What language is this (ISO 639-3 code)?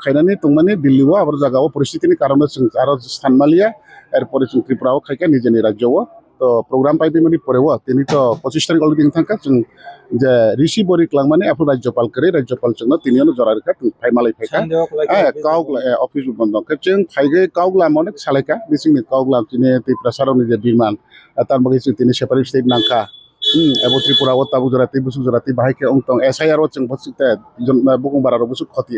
trp